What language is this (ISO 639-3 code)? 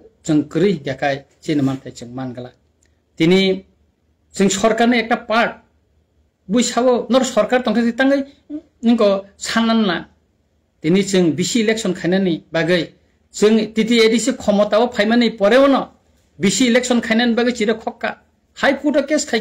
trp